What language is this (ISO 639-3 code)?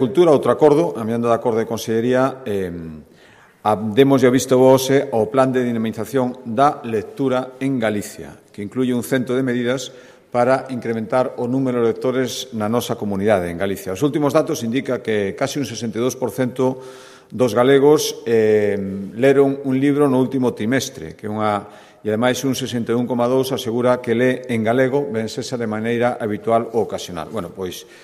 glg